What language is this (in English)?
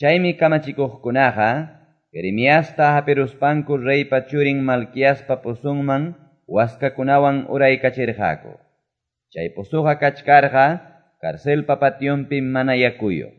Quechua